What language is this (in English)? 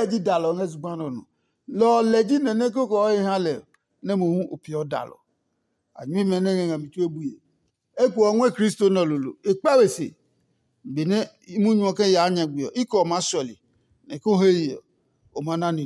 Adangme